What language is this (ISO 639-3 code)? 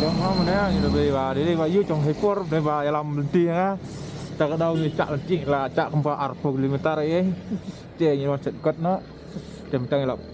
kha